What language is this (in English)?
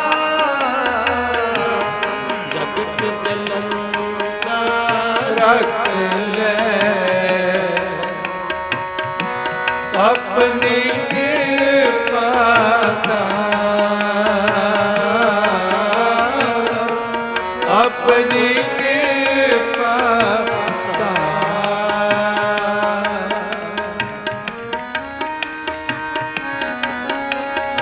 Punjabi